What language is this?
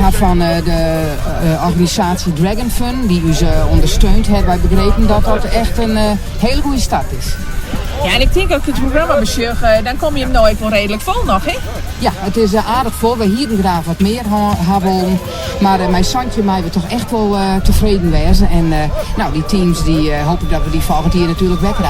Western Frisian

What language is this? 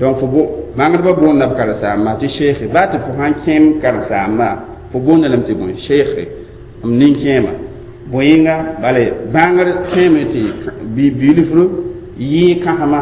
Mossi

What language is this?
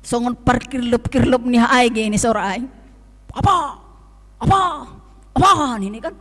Batak Simalungun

